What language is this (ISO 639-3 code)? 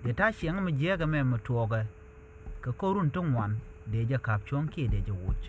nus